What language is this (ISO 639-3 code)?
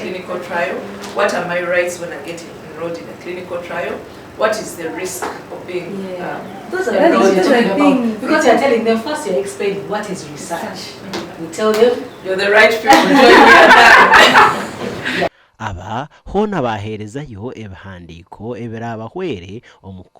nyn